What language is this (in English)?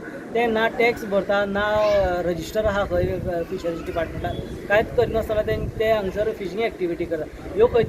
Konkani